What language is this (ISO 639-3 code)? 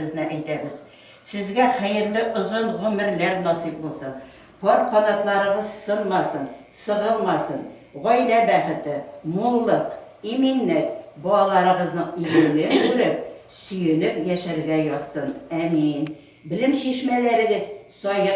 tat